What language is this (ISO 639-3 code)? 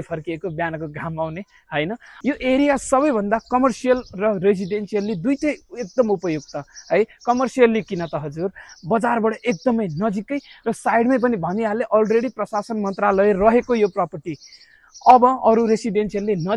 nep